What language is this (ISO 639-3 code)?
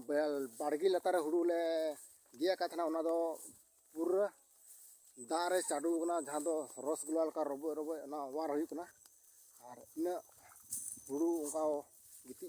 sat